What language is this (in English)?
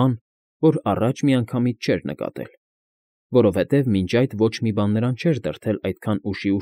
Armenian